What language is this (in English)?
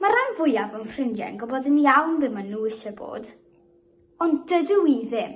Welsh